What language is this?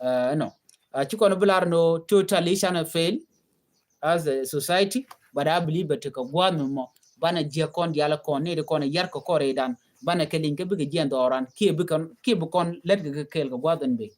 Nuer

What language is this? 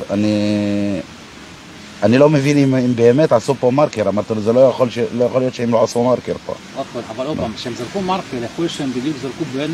Hebrew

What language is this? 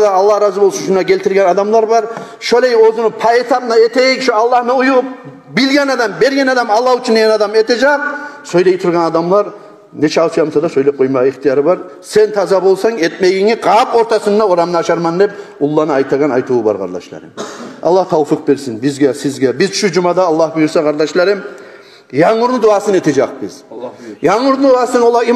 Kumyk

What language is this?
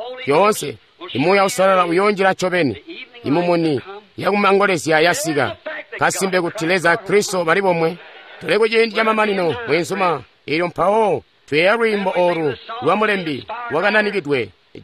Tonga (Zambia)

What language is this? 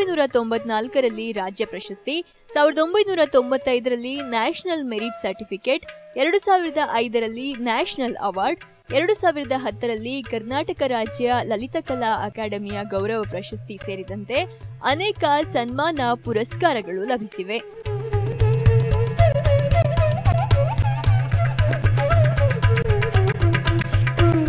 Kannada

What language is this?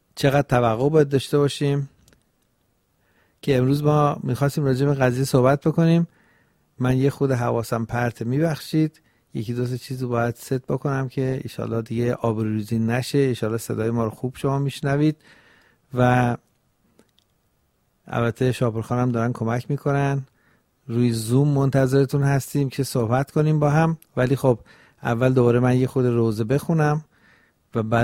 Persian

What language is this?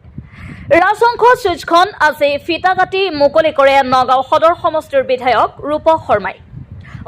Assamese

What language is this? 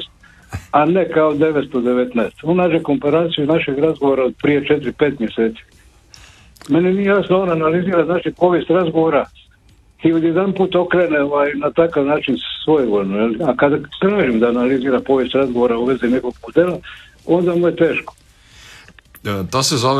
Croatian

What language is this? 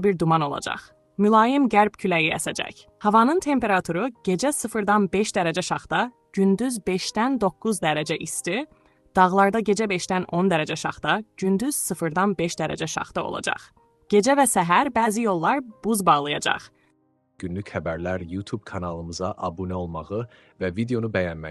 Azerbaijani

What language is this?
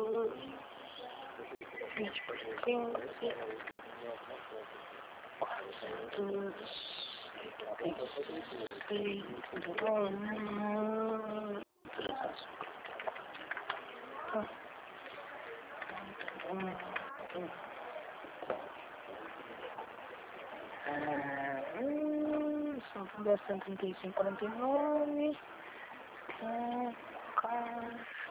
Portuguese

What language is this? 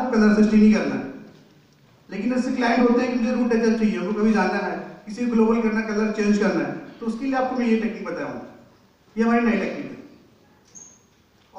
Hindi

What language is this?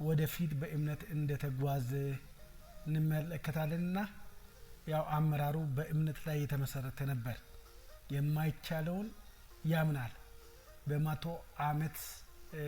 Amharic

